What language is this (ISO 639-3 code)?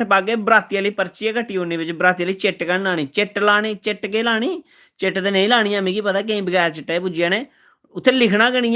doi